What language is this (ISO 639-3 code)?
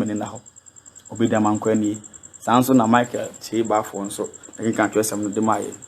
aka